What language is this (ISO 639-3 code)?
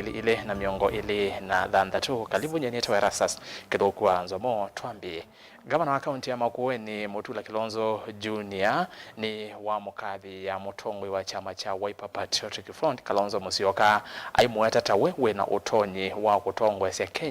kam